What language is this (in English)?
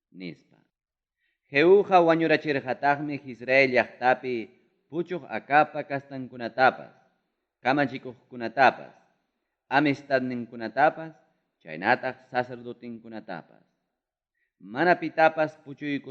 Ayacucho Quechua